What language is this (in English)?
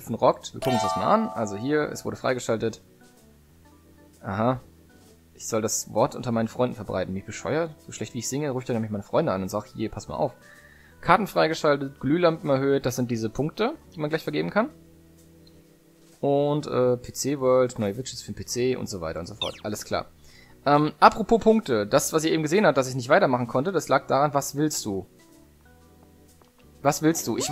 German